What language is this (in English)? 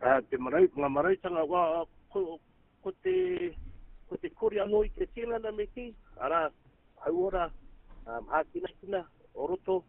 Māori